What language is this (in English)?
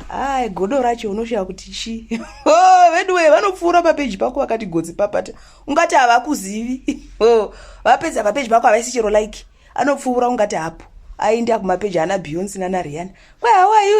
Shona